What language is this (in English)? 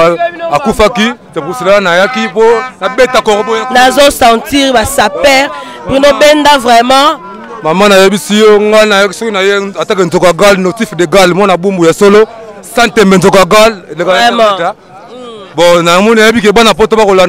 Lingala